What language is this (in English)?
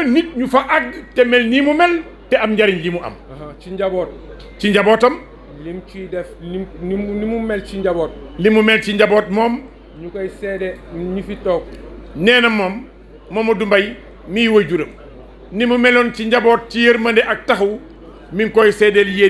Wolof